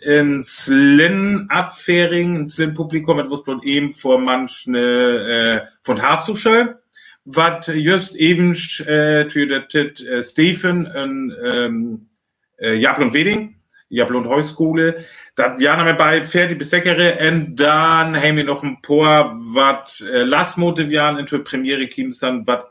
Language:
Northern Frisian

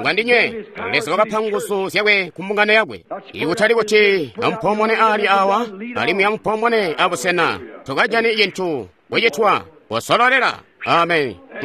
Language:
Tonga (Zambia)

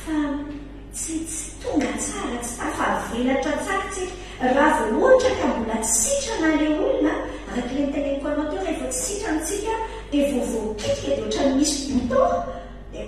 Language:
Malagasy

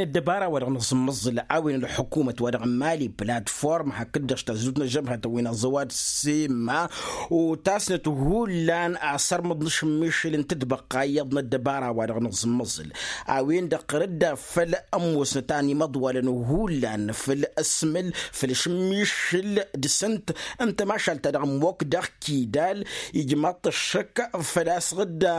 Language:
Tamasheq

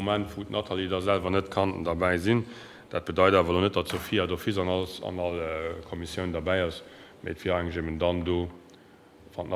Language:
Luxembourgish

